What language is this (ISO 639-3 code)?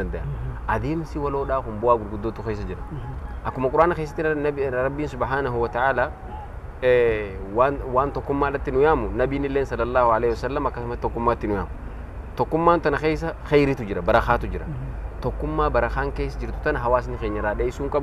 orm